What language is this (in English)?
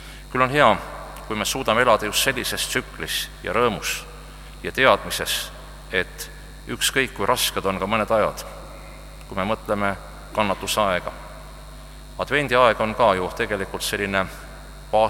Estonian